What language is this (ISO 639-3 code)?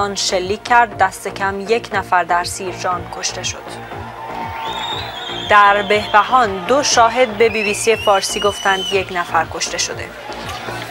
fas